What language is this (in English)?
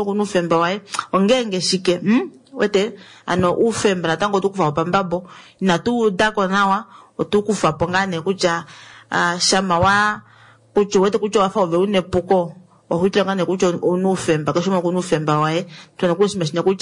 Kuanyama